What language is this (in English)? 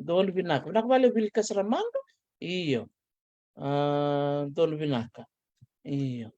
Fijian